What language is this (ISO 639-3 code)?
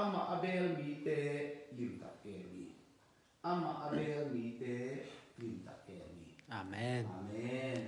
ctd